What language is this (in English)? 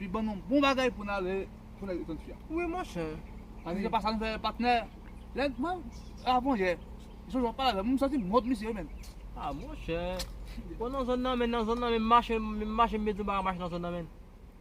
Haitian Creole